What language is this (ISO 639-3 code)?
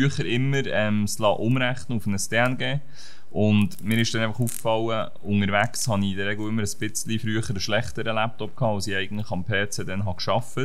gsw